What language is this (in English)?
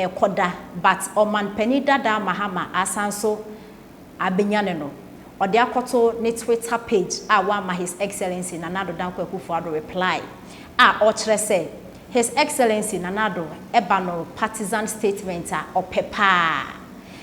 Akan